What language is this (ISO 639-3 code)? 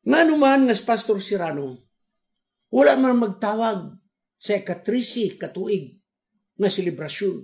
ceb